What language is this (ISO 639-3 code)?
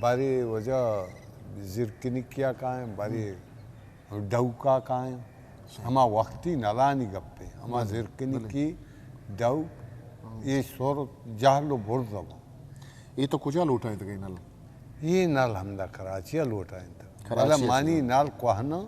bgp